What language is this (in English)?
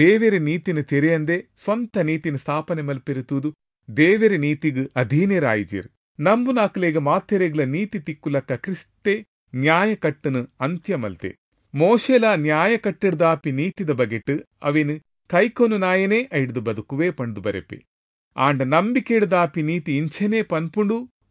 Tulu